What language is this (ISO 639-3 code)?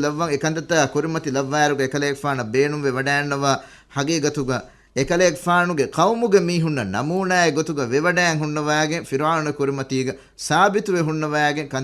div